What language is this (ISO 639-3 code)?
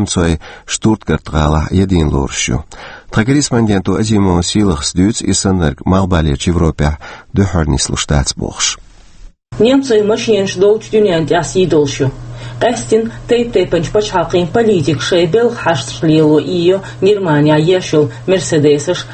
che